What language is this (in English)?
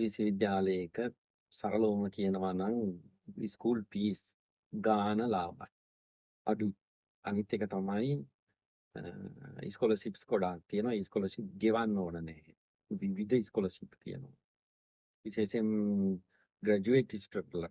Sinhala